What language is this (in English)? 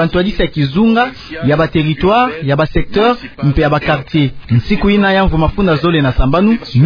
Kituba (Democratic Republic of Congo)